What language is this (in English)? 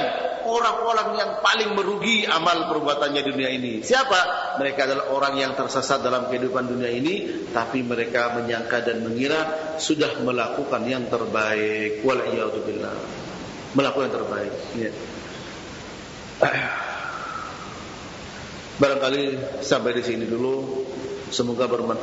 Indonesian